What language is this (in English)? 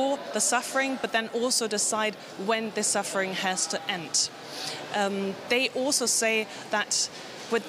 English